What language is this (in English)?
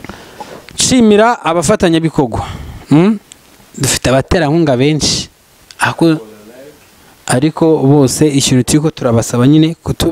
Kinyarwanda